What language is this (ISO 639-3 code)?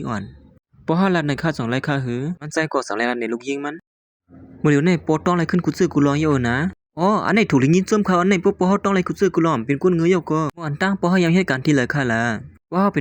shn